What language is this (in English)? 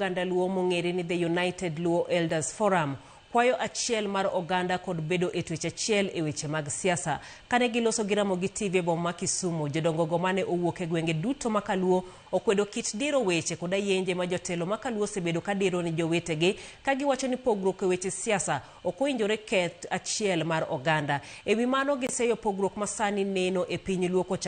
Luo (Kenya and Tanzania)